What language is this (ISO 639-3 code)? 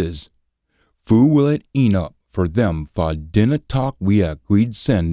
sco